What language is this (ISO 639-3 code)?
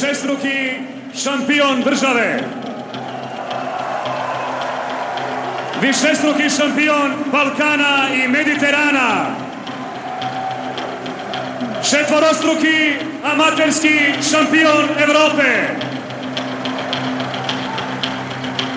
srp